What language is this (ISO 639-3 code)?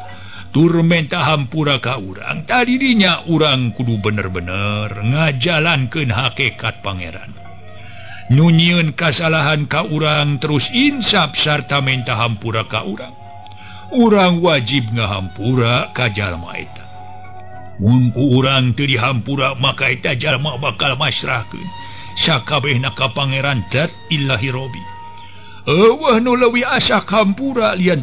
sun